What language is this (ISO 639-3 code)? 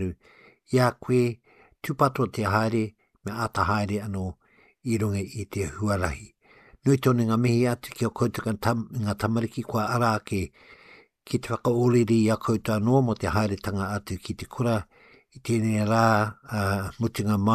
mri